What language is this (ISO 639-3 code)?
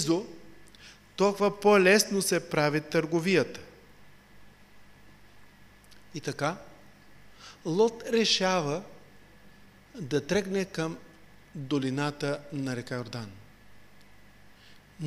bul